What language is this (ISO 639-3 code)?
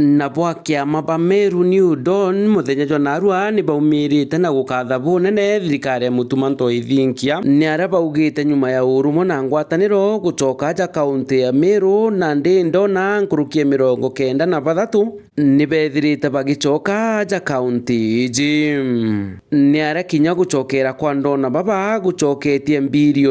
mer